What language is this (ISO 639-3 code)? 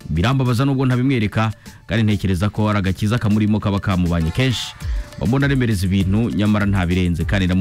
kin